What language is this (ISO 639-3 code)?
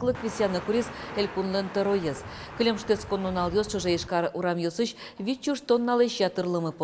udm